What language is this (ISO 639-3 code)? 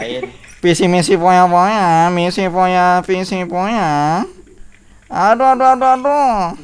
bjn